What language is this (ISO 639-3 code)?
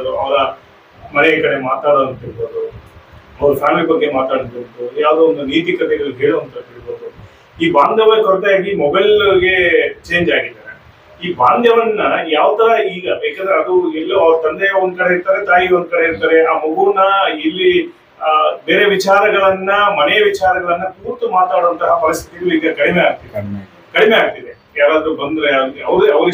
kan